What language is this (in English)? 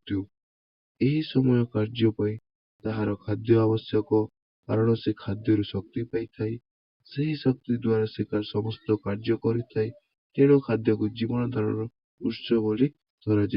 Odia